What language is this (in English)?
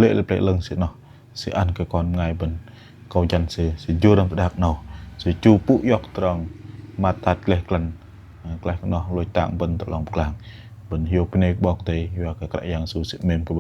Bahnar